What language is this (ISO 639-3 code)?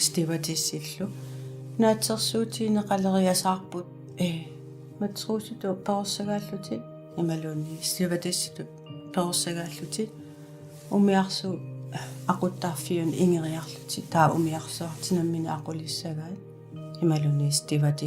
kal